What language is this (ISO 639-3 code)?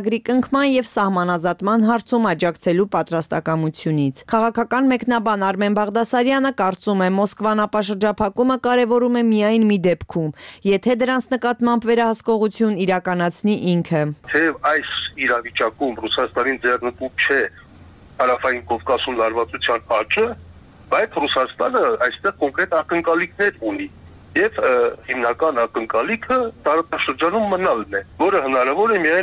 hye